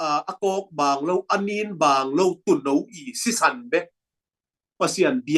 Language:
Tedim Chin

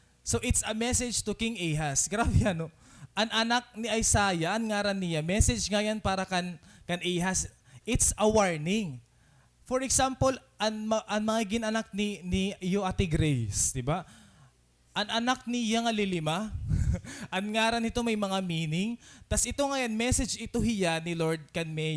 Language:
Waray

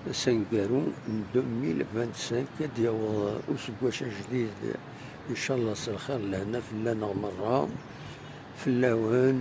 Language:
Kabyle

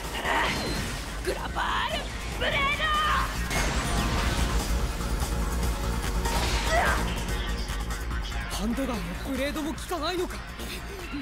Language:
Japanese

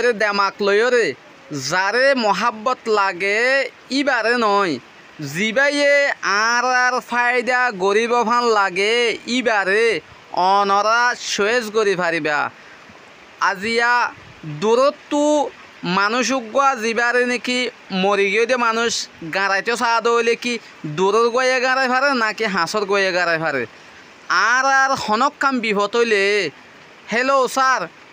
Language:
Rohingya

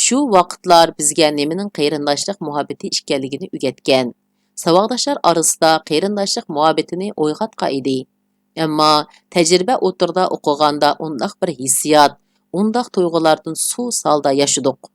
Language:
Uyghur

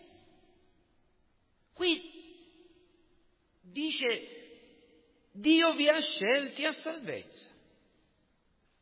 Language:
Italian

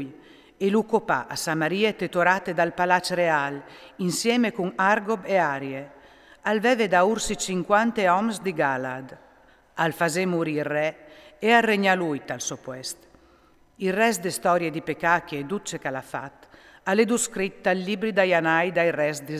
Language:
Friulian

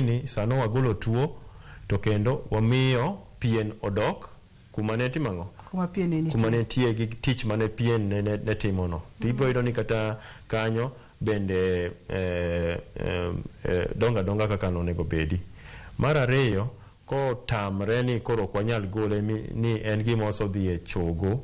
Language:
Luo (Kenya and Tanzania)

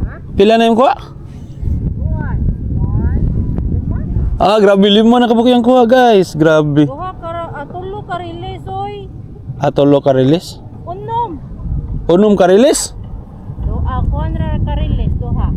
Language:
Cebuano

